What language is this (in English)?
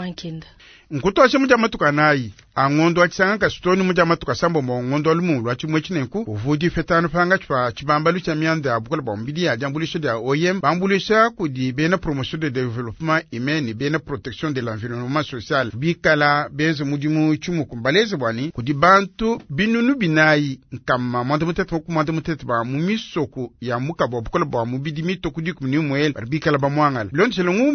Luba-Lulua